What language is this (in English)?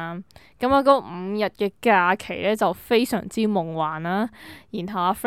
Cantonese